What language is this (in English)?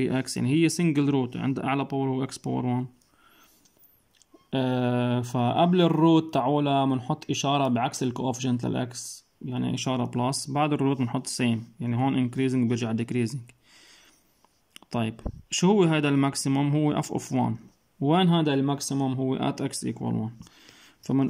North Levantine Arabic